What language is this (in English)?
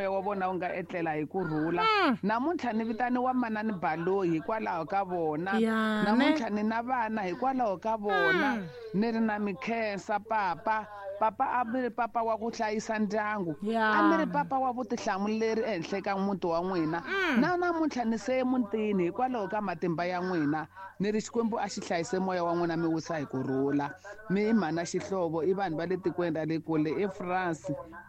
Tsonga